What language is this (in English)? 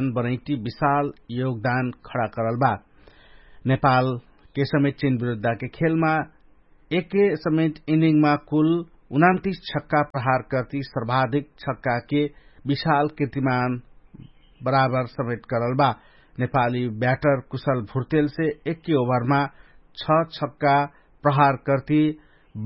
Dangaura Tharu